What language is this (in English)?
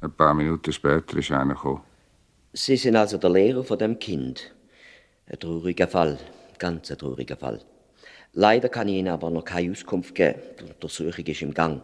Swiss German